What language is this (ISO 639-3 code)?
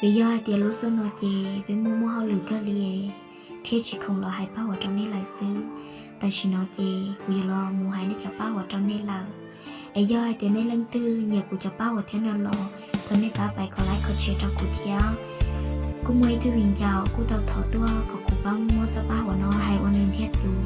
hmn